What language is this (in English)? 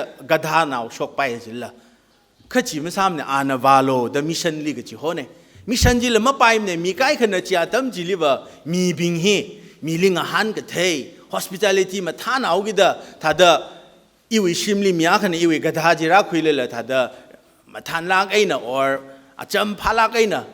Tangkhul Naga (India)